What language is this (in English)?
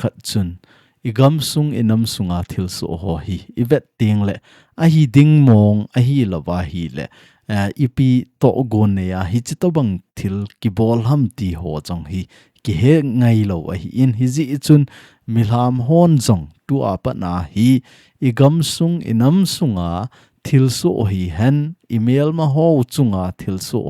Thado Chin